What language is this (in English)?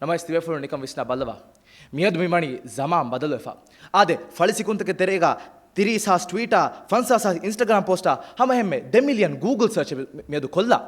Divehi